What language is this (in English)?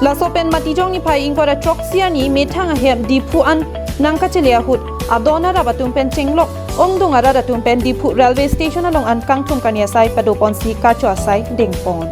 Karbi